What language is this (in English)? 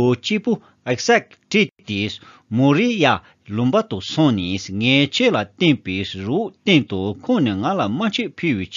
Tibetan